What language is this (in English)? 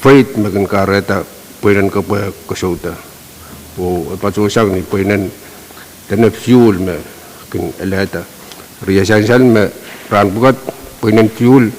Pohnpeian